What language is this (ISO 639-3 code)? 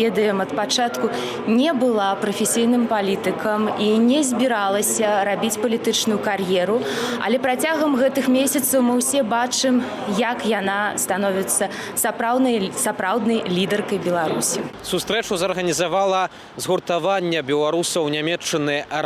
bel